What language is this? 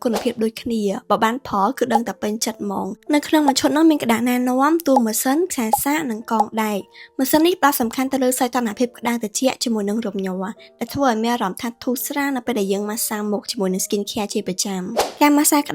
Khmer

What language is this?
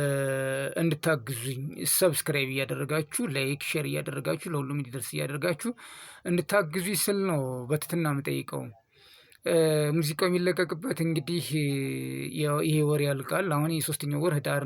Amharic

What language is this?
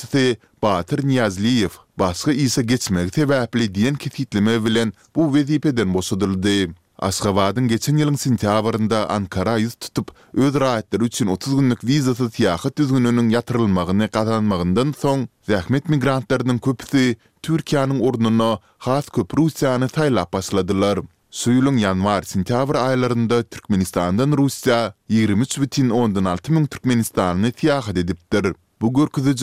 Turkmen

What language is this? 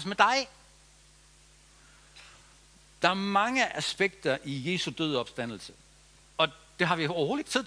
Danish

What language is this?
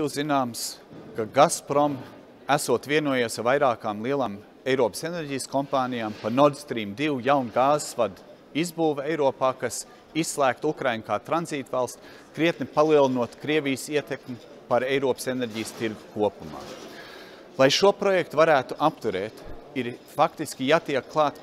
Latvian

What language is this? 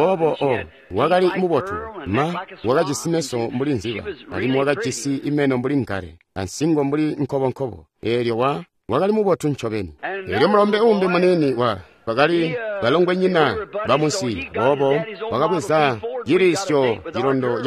Tonga (Zambia)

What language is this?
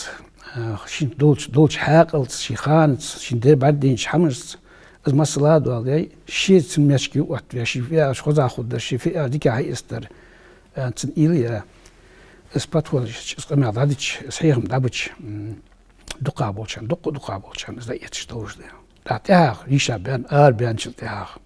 Ingush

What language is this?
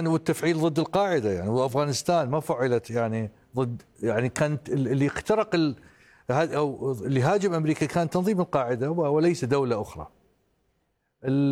Arabic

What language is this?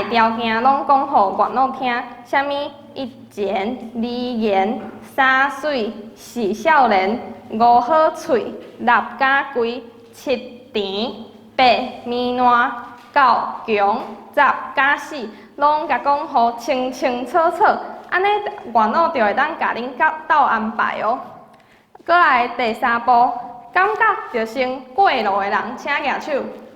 Min Nan Chinese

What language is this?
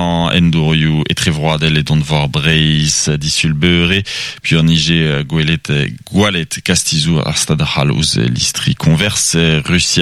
Breton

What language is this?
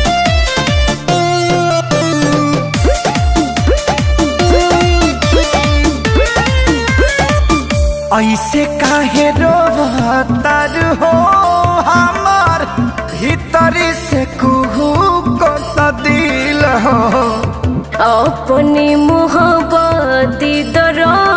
Bhojpuri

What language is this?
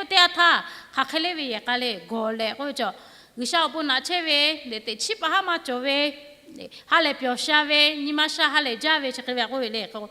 Lahu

